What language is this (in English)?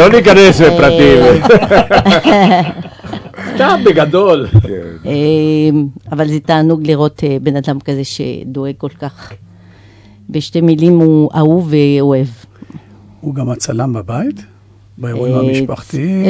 Hebrew